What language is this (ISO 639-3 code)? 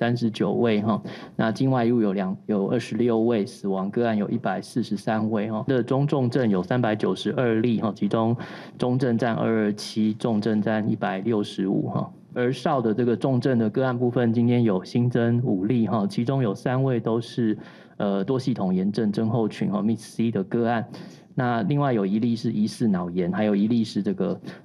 nan